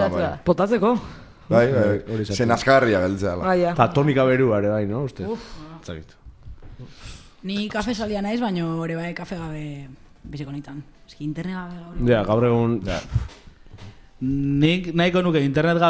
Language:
Basque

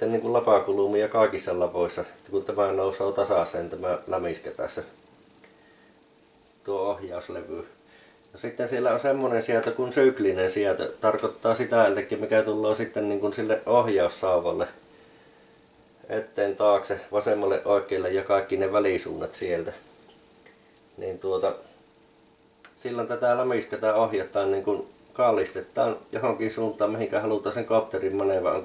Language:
Finnish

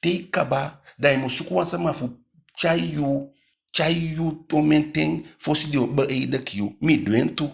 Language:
Eastern Maroon Creole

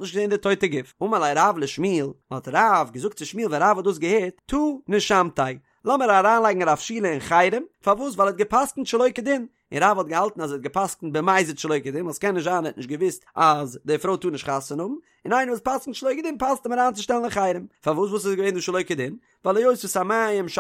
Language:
Yiddish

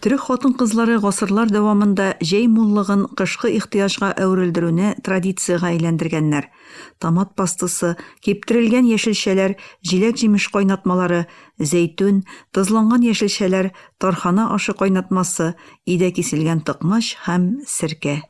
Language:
Tatar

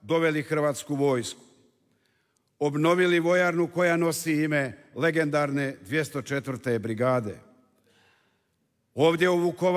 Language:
Croatian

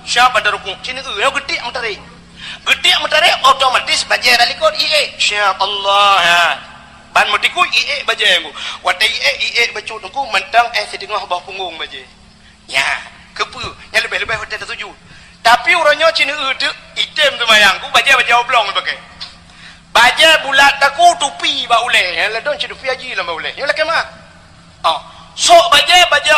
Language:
Achinese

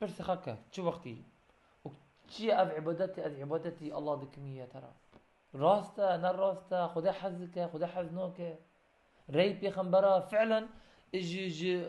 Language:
Kurdish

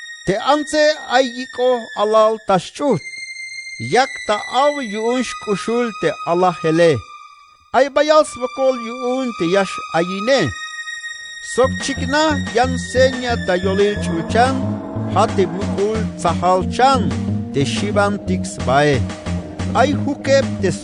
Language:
Tzeltal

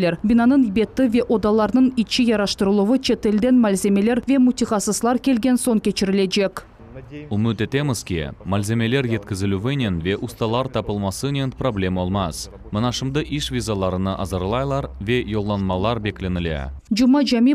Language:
Crimean Tatar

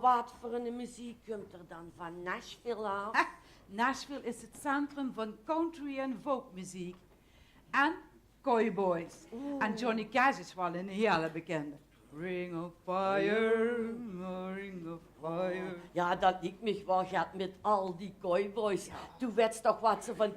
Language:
Limburgish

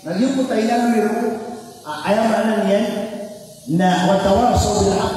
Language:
Maranao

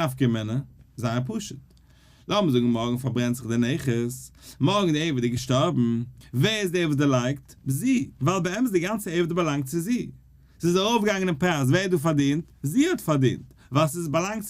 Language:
Yiddish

